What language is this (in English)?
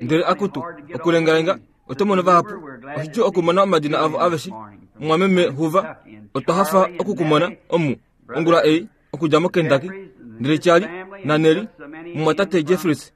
Kuanyama